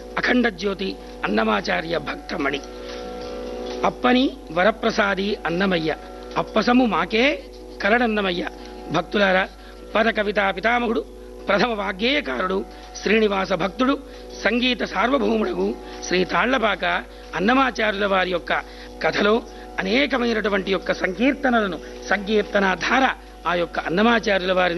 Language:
Telugu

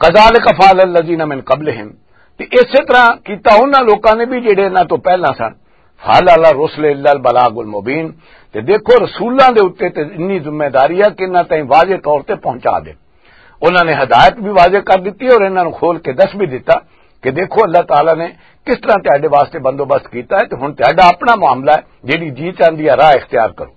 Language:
Western Panjabi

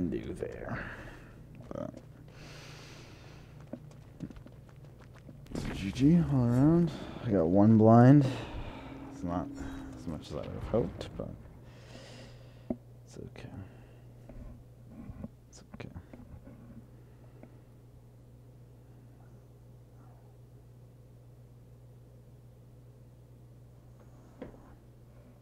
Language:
English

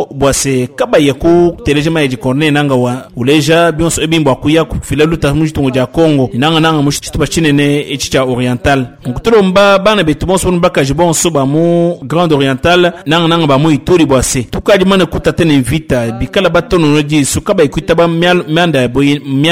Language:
Luba-Lulua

